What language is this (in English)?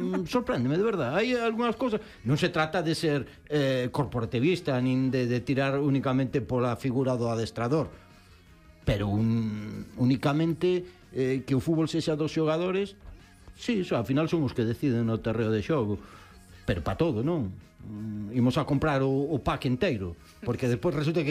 Galician